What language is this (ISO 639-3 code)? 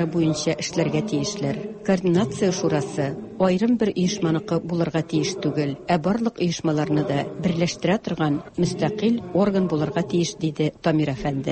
tat